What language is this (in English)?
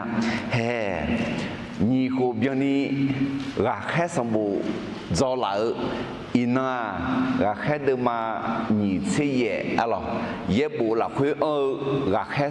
Akha